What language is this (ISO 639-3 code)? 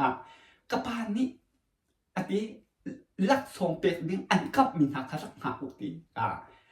cnh